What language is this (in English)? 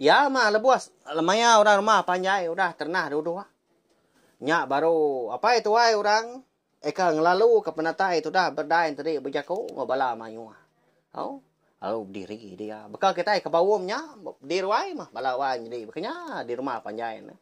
Iban